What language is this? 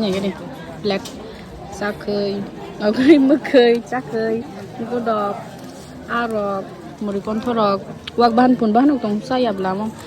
Kok Borok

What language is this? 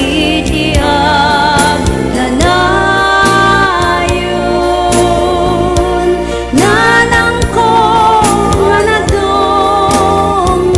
Iloko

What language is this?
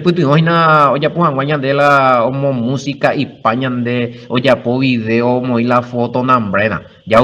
Guarani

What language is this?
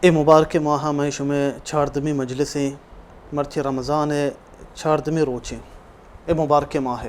Baluchi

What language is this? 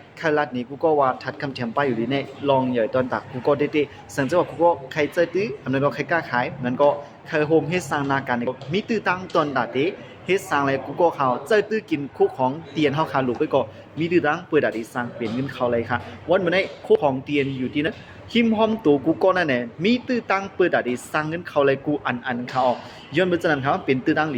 Shan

